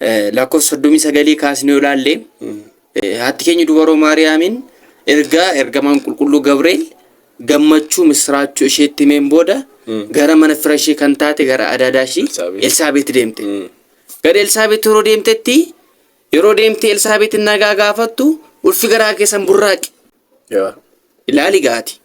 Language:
Oromo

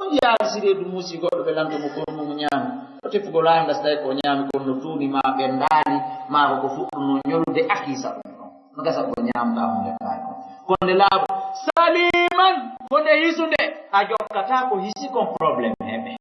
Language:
Fula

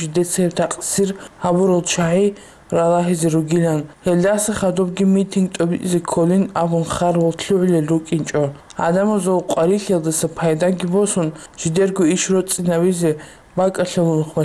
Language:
Avaric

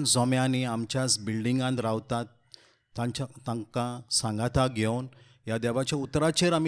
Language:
Konkani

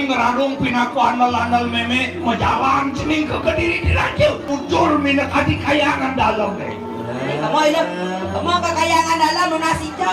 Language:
Balinese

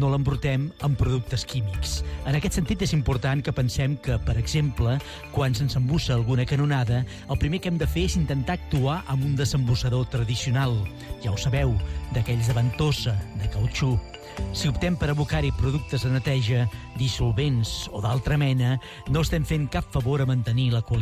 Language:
Catalan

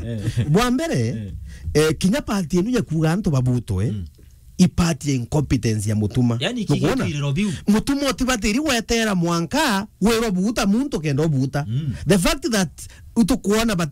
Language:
Meru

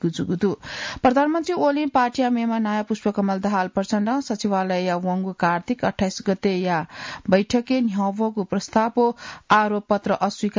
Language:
Newari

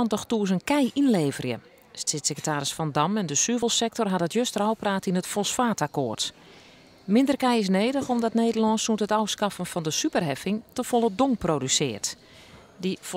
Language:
Western Frisian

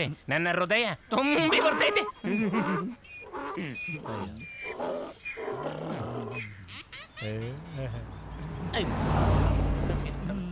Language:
Kannada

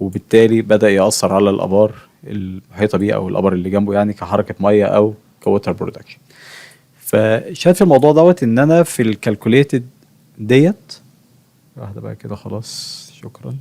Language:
Egyptian Arabic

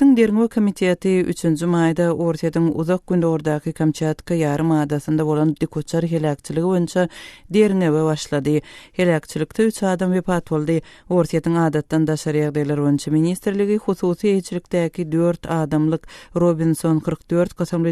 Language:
Turkmen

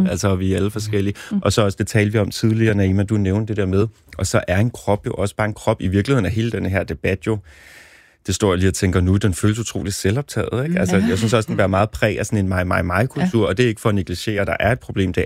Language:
Danish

